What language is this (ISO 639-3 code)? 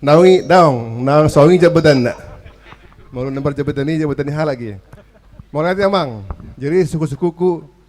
bbc